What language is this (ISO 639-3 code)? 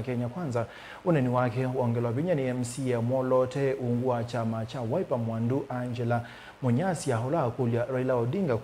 kam